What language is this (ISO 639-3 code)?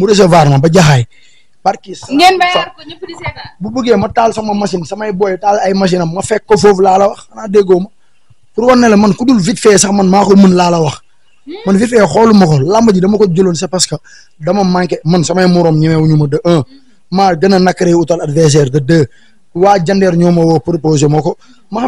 wol